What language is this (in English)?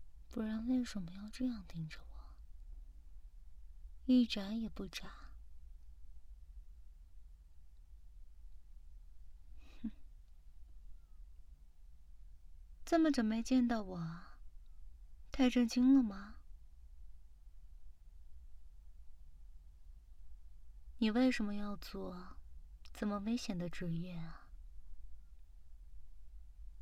Chinese